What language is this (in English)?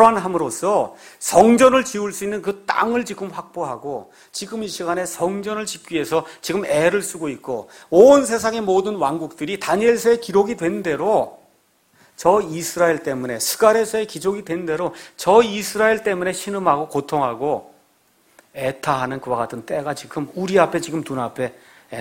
Korean